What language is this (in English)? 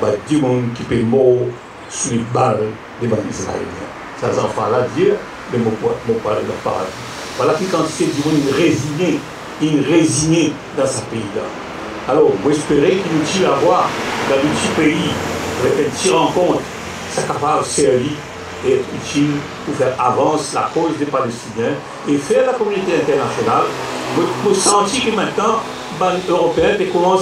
Morisyen